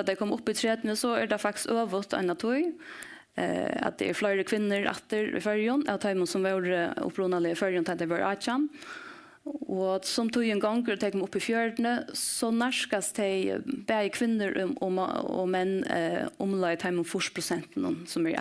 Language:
Faroese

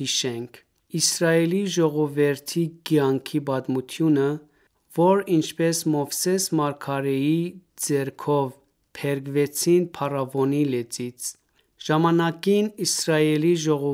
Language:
Armenian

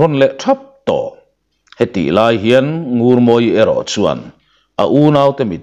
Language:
Mizo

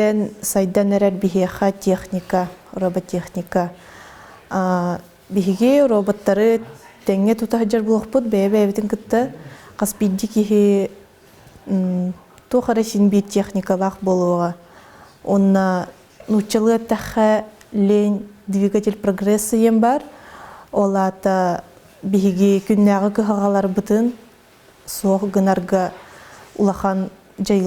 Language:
Yakut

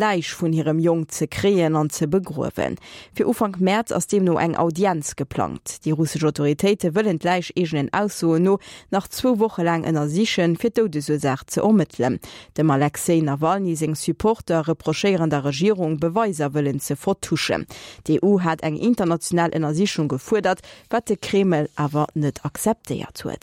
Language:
Luxembourgish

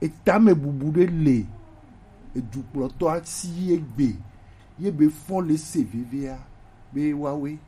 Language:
Gen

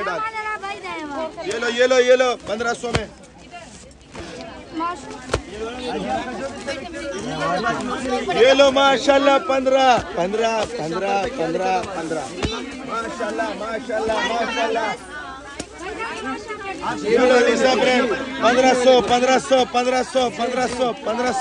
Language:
Hindi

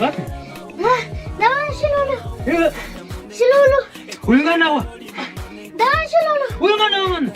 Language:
Kwangali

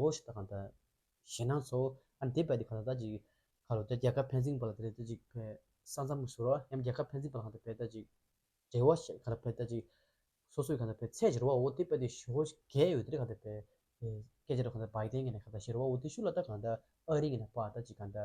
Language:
Tibetan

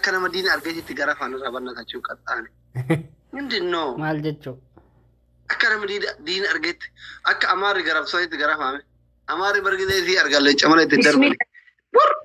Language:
Oromo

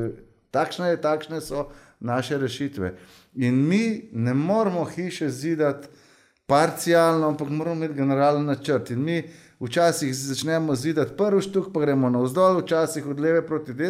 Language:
Slovenian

